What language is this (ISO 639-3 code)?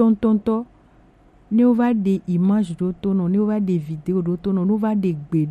gej